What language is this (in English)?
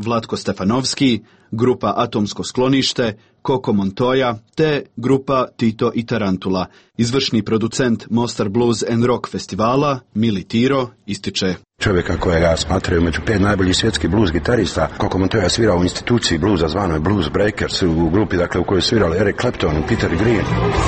Croatian